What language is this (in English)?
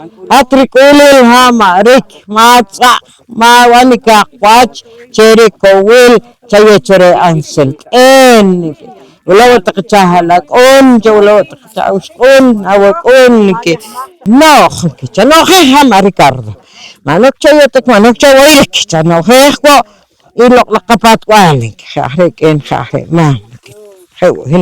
Poqomchi'